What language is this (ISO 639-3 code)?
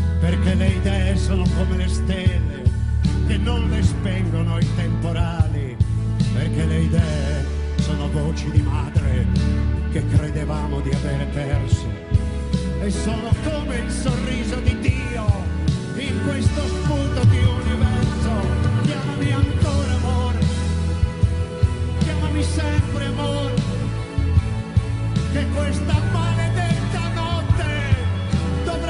ita